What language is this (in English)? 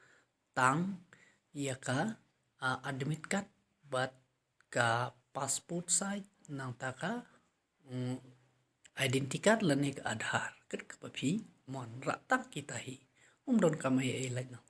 Khasi